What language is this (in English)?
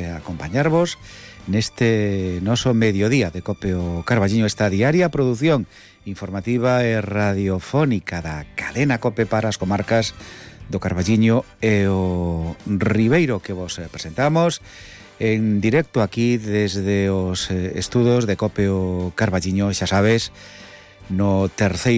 Galician